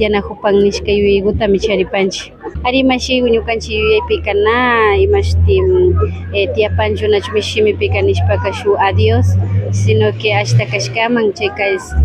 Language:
Imbabura Highland Quichua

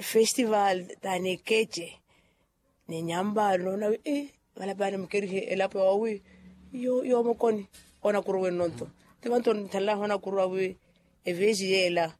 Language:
Makhuwa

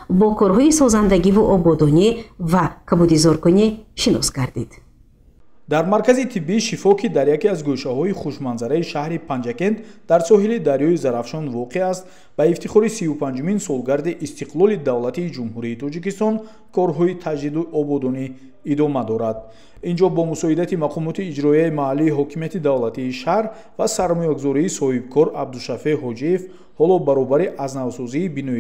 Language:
Tajik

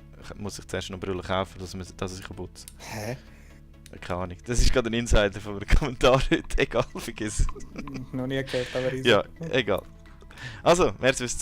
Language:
Swiss German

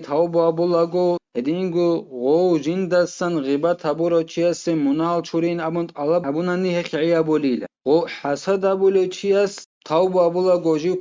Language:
Avaric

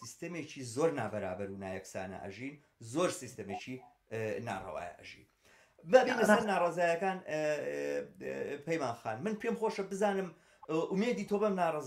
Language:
Central Kurdish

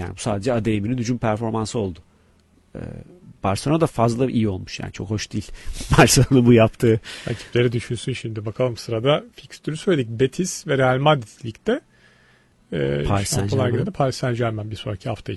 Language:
Turkish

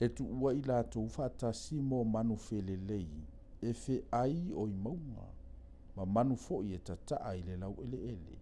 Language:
Samoan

